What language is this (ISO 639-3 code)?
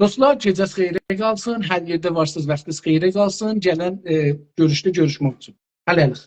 azb